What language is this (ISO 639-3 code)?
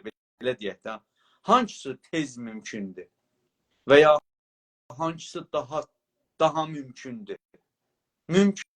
azb